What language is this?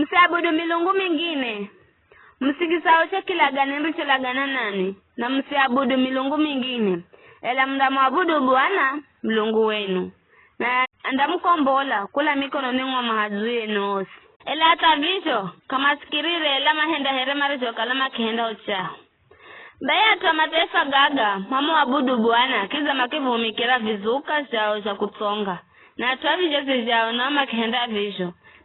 Giryama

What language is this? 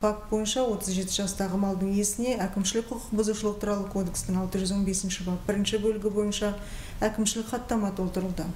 Kazakh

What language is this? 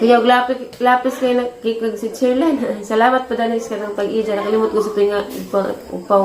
Cebuano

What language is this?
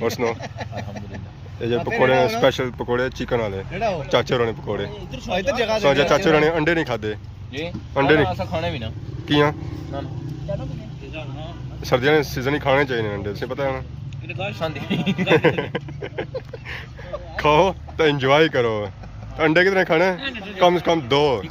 Pahari-Potwari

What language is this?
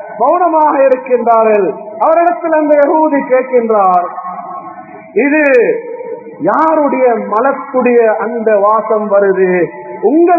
Tamil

